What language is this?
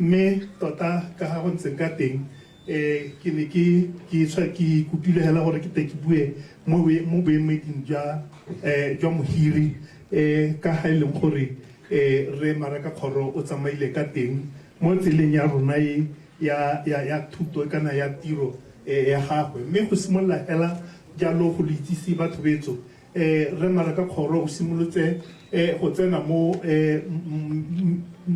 Tswana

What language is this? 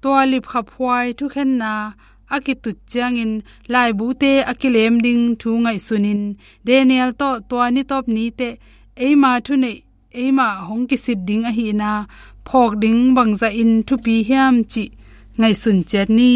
Tedim Chin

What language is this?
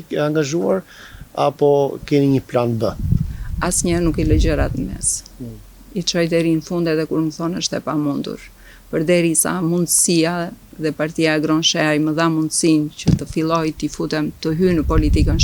Albanian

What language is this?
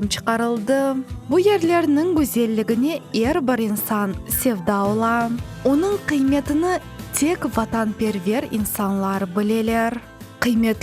Crimean Tatar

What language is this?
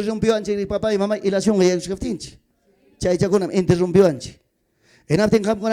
Ayacucho Quechua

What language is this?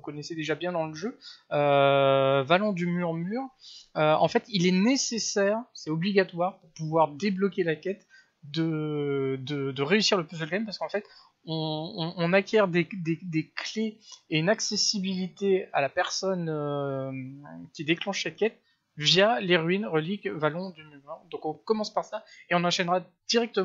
French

